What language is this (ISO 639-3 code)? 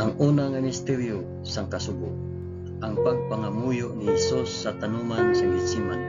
hil